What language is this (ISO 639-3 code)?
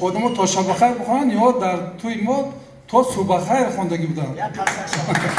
tgk